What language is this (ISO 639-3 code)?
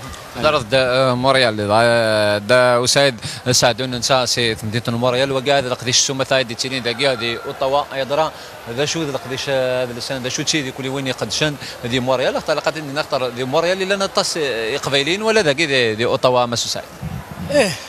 kab